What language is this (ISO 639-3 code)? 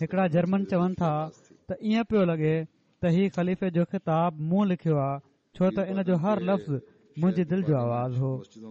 snd